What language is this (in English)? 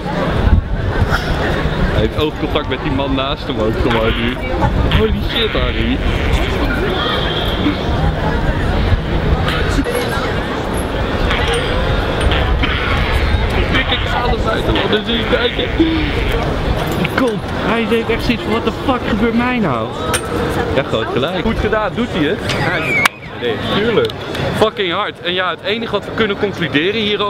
Dutch